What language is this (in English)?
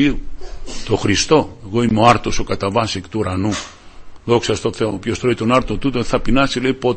Greek